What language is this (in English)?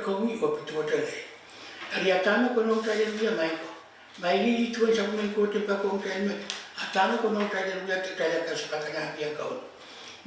Pohnpeian